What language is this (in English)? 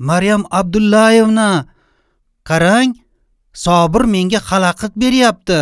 Uzbek